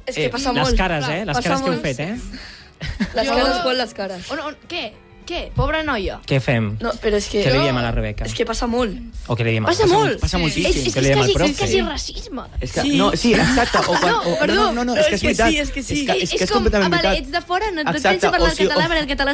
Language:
Catalan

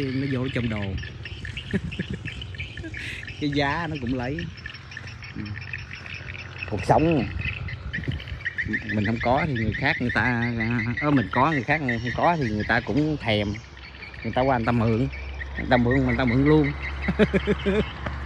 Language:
Vietnamese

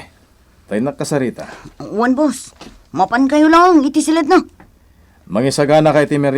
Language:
Iloko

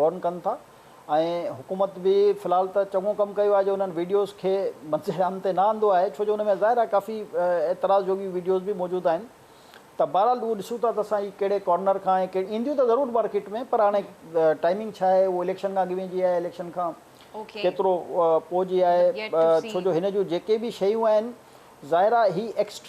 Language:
Sindhi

